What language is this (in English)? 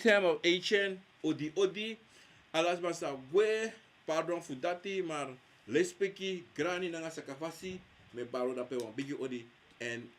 Sranan Tongo